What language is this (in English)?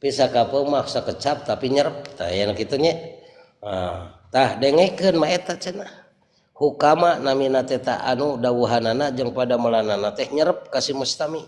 Sundanese